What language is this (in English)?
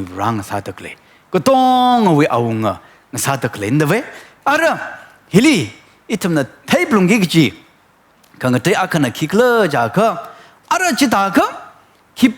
Tangkhul Naga (India)